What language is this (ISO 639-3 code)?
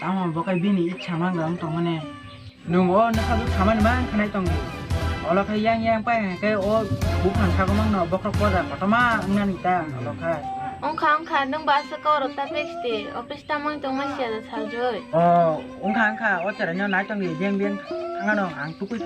trp